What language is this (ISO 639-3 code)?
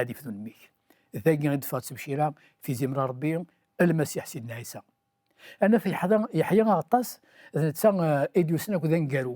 kab